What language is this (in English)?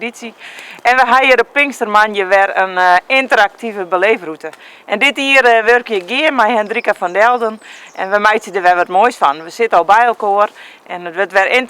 Western Frisian